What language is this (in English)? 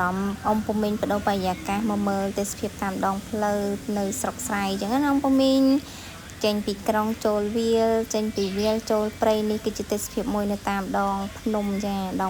Khmer